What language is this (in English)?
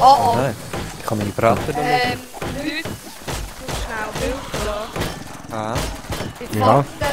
Swiss German